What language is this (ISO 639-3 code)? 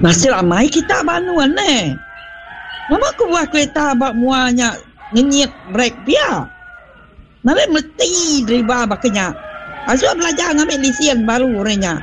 iba